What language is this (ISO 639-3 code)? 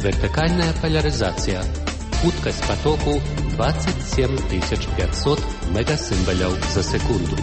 bel